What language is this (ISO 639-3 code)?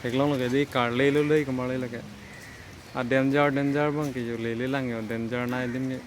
mjw